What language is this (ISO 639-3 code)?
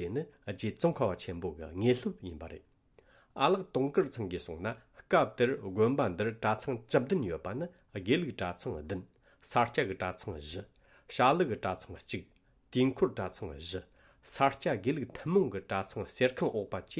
bod